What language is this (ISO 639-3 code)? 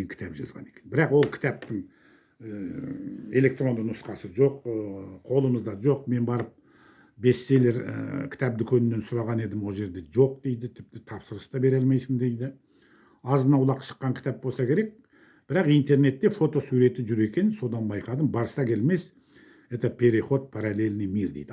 kaz